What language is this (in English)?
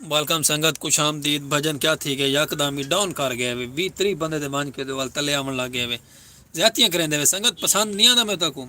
Saraiki